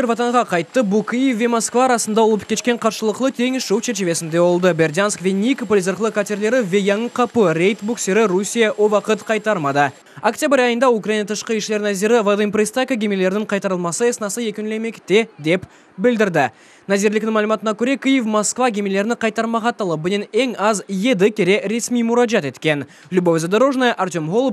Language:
Crimean Tatar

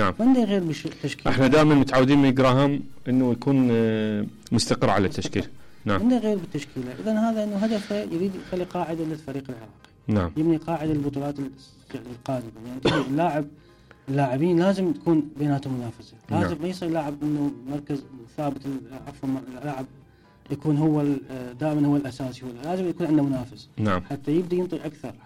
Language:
Mesopotamian Arabic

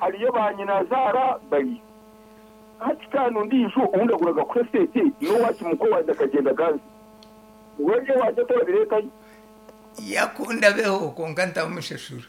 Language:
Nyankole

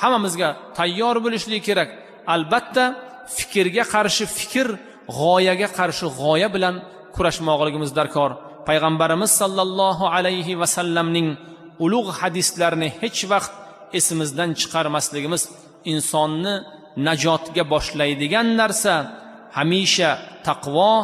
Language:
Uzbek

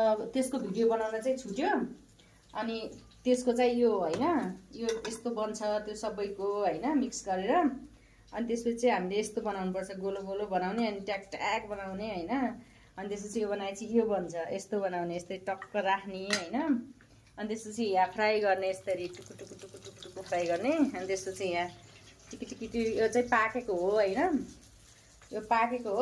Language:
Nepali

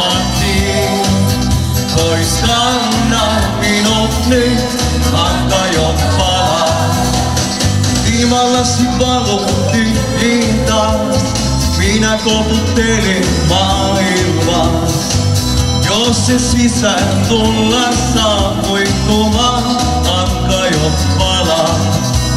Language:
Finnish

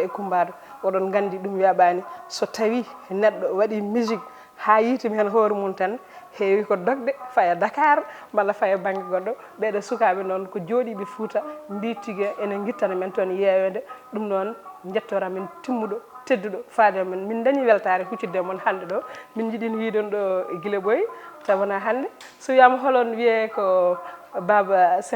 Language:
Fula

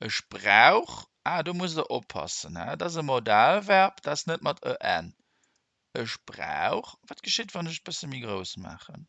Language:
Luxembourgish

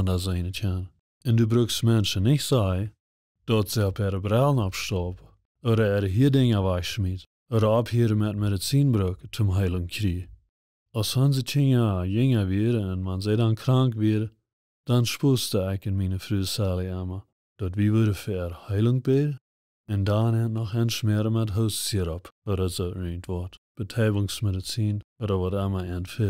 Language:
Plautdietsch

